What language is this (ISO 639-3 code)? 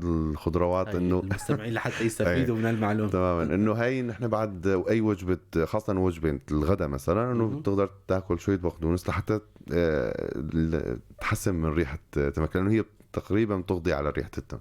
apc